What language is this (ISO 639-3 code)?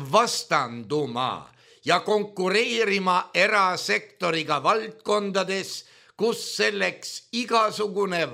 est